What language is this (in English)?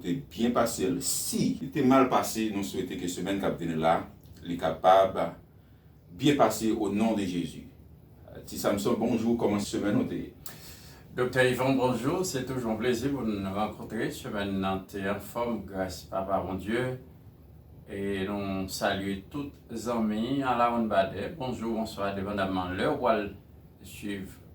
Haitian Creole